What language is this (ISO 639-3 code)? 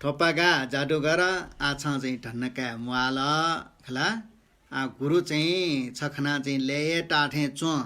new